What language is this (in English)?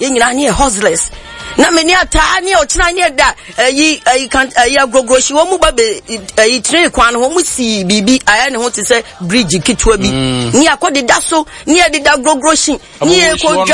Akan